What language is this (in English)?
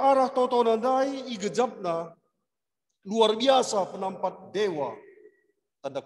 Batak Karo